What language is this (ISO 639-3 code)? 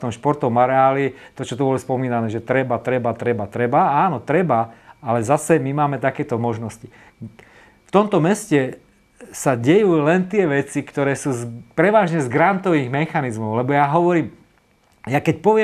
slk